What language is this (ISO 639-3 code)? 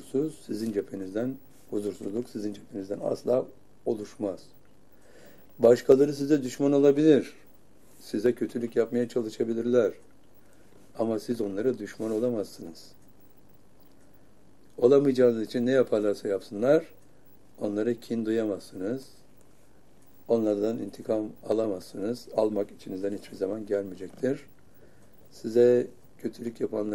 tur